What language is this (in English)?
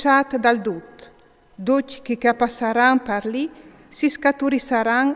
Friulian